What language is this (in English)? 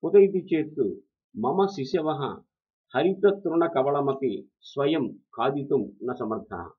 Sanskrit